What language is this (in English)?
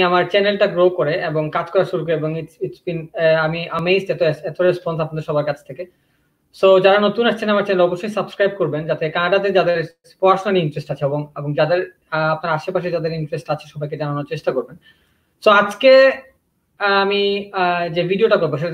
Bangla